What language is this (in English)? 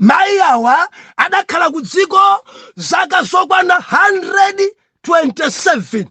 Nyanja